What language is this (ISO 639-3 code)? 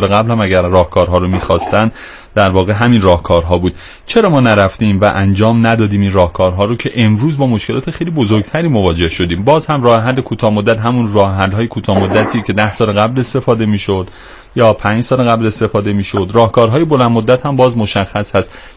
fas